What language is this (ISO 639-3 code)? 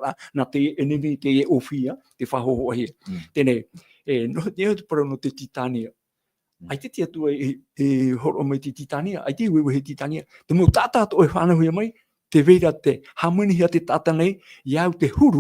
tah